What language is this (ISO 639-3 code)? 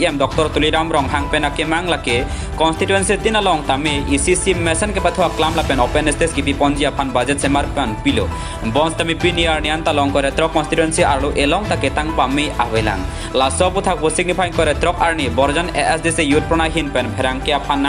mjw